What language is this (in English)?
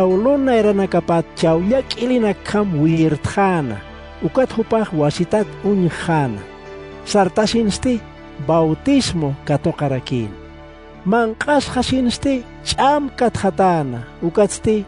Aymara